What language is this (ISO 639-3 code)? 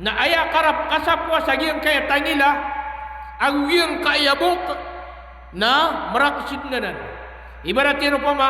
mrw